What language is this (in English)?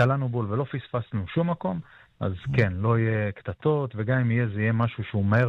Hebrew